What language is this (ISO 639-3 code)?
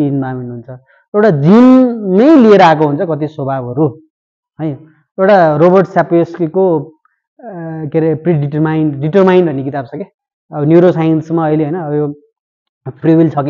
nep